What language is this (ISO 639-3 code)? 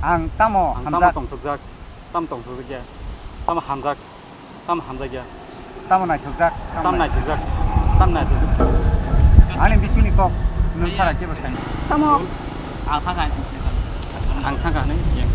trp